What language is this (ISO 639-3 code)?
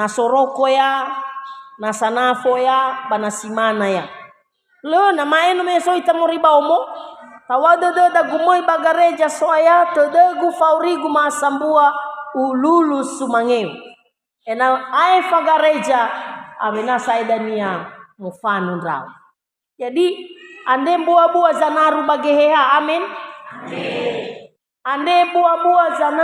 nia